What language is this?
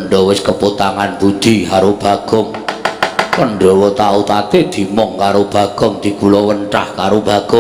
Javanese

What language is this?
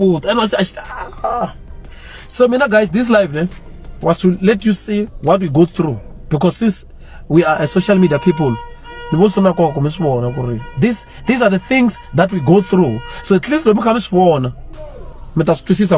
Tsonga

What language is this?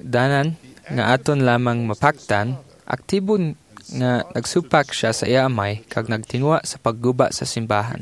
Hiligaynon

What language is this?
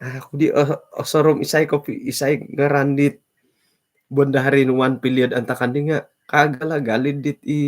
Central Dusun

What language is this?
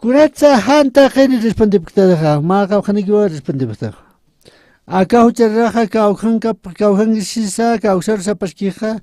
Aymara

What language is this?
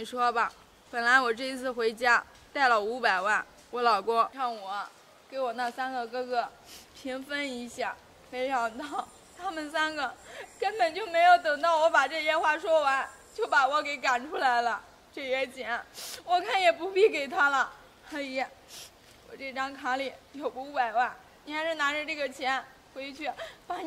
Chinese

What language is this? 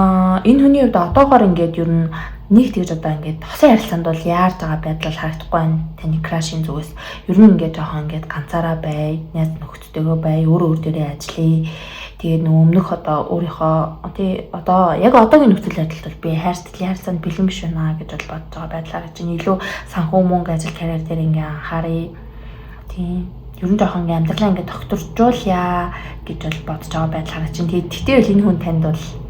Mongolian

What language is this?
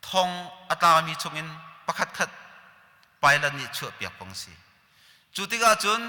Hakha Chin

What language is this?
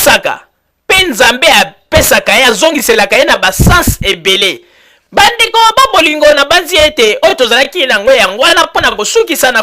Lingala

